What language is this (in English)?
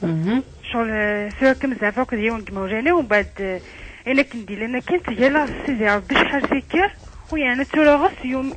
Kabyle